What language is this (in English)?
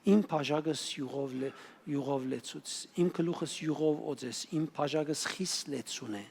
Western Armenian